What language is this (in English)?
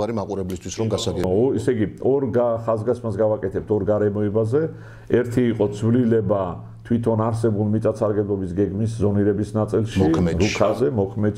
Georgian